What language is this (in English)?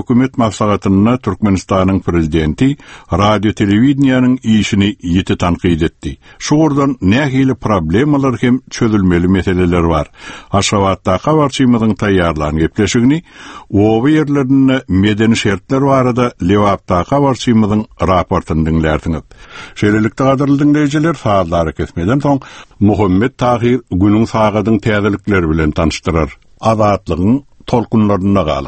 Turkmen